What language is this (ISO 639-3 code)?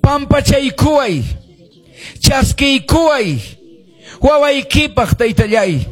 que